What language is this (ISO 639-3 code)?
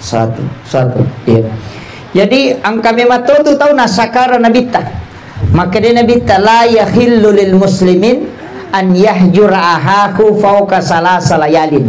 bug